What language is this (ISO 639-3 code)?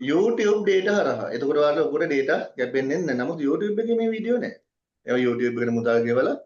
sin